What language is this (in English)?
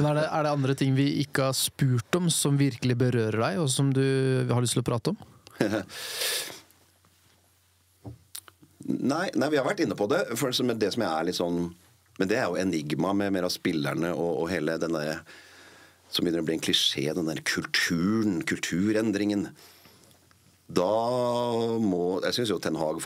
Norwegian